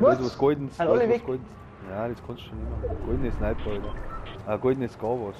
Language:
Bavarian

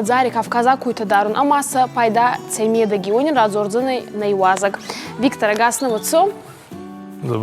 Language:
Ossetic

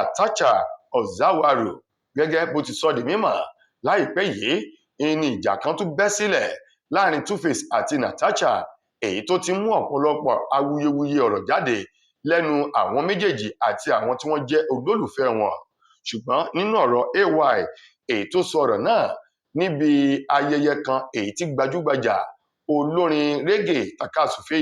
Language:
Yoruba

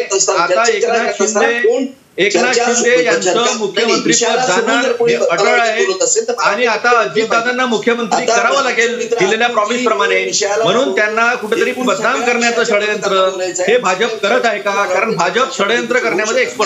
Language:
Marathi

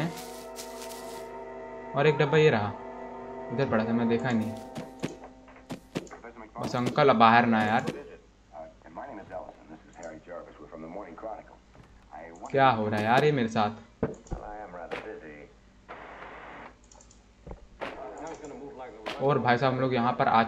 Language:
Hindi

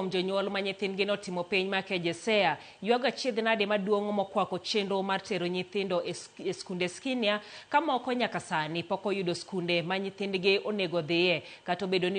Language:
Luo (Kenya and Tanzania)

